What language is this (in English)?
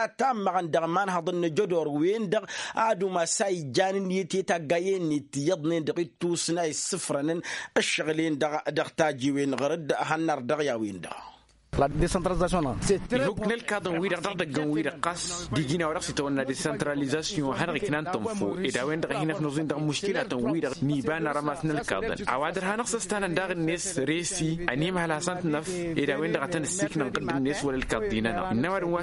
Tamasheq